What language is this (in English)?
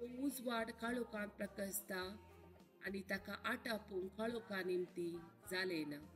Konkani